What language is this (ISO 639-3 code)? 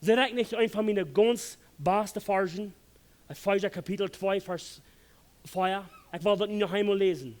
pdt